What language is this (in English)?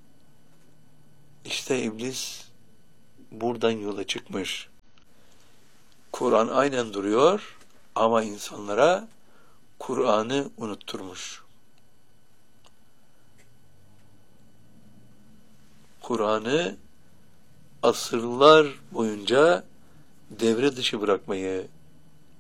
Turkish